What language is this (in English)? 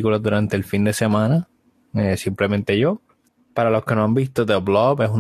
Spanish